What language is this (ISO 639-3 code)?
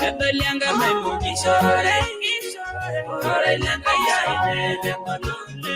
mas